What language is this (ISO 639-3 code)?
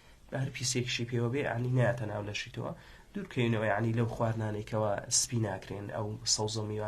ckb